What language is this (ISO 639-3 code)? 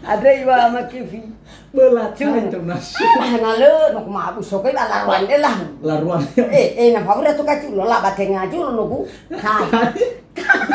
nia